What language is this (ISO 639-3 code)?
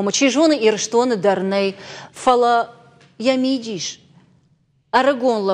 oss